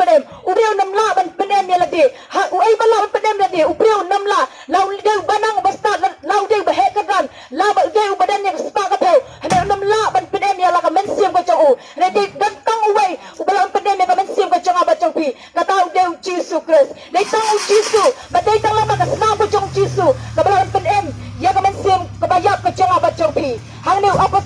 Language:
Khasi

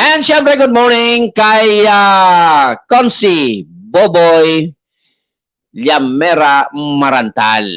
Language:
Bikol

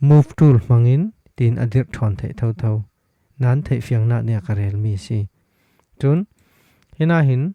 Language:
Falam Chin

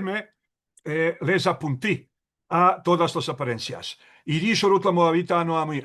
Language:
Ladino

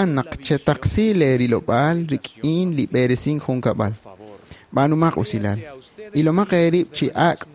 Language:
Kekchí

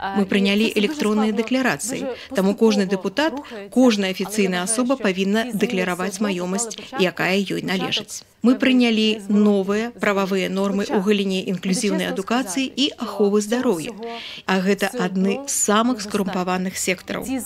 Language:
Belarusian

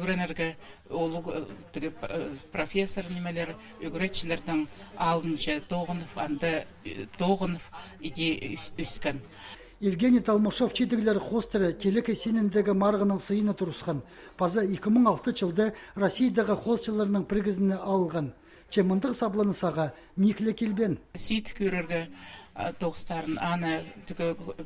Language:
Khakas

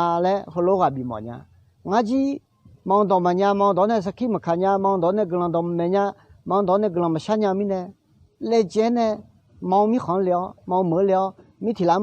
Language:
Akha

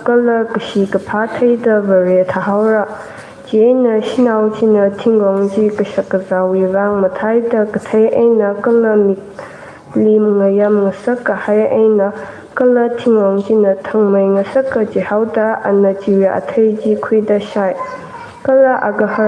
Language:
Tangkhul Naga (India)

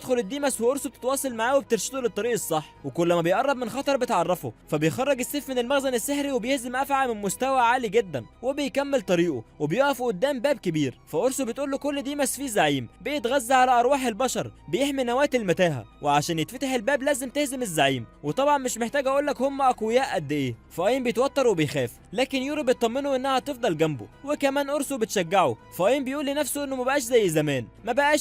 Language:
Egyptian Arabic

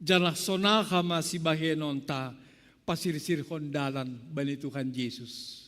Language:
Batak Simalungun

